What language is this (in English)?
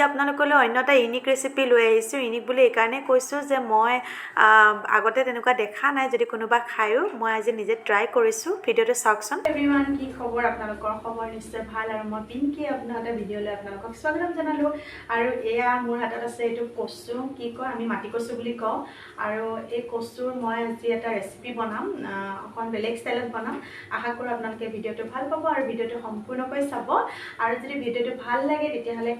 Assamese